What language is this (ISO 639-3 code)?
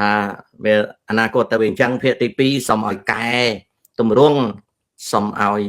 khm